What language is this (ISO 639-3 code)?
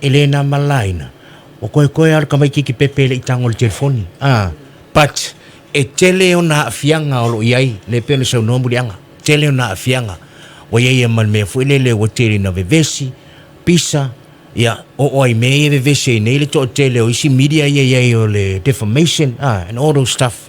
smo